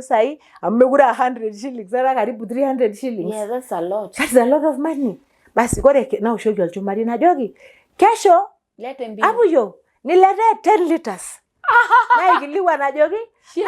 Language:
Masai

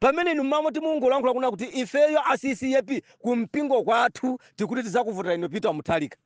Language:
Nyanja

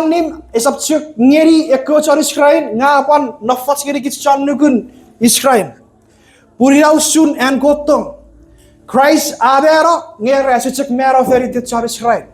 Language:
Chuukese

